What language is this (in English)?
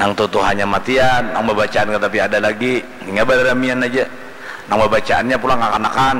Banjar